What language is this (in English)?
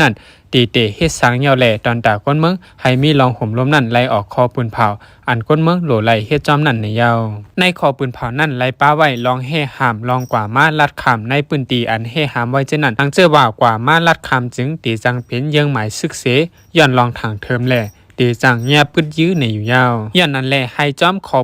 Shan